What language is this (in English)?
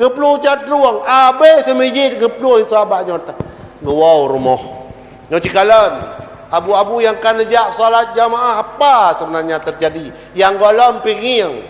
Achinese